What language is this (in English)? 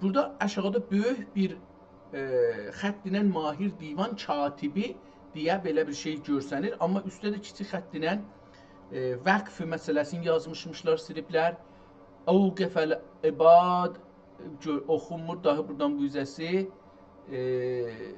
South Azerbaijani